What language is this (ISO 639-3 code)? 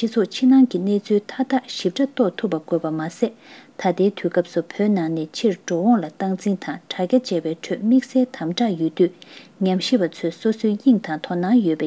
bod